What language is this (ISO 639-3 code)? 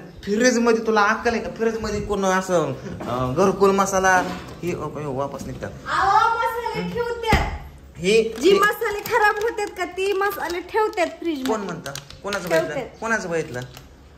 mar